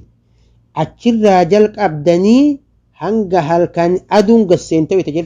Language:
Oromo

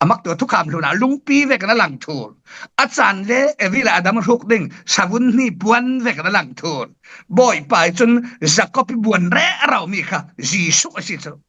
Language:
Falam Chin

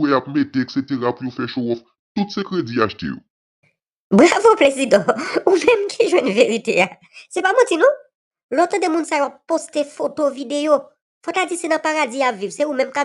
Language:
Haitian Creole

